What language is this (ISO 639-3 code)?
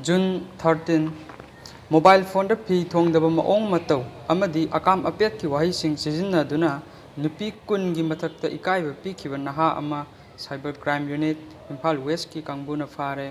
mni